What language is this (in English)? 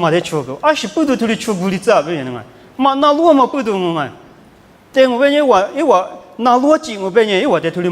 Lisu